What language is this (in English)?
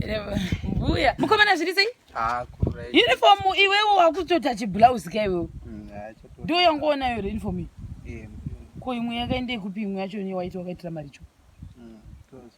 Shona